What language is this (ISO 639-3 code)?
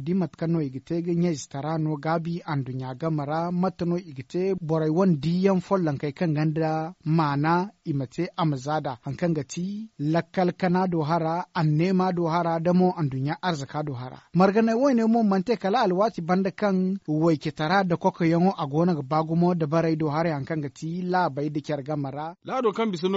dje